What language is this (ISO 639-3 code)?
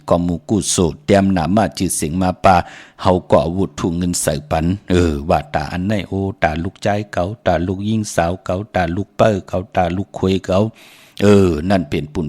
shn